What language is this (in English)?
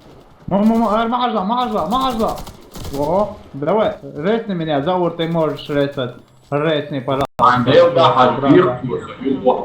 Chechen